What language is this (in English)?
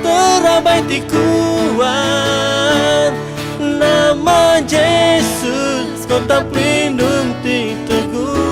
Iban